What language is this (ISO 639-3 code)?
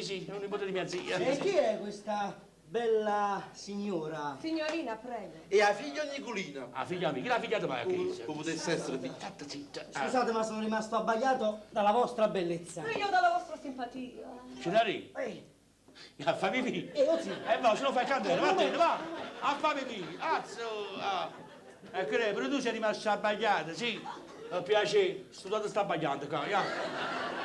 nap